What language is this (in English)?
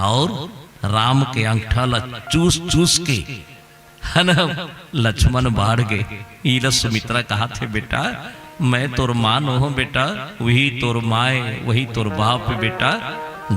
Chhattisgarhi